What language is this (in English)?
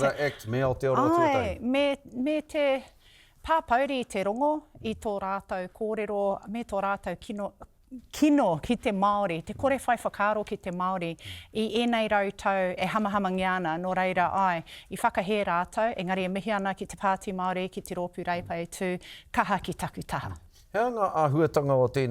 Māori